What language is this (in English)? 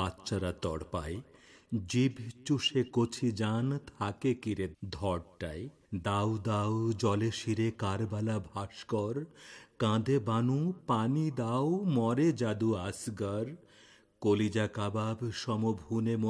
Bangla